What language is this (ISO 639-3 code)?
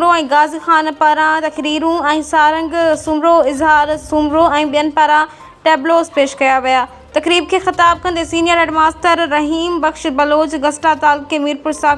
snd